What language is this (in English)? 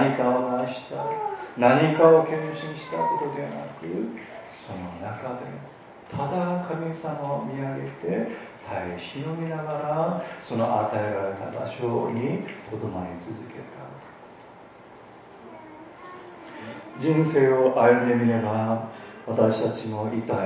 Japanese